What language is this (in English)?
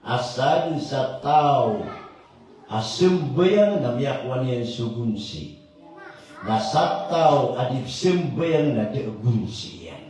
Maranao